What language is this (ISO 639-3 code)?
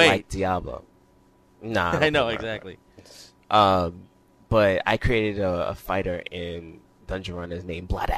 eng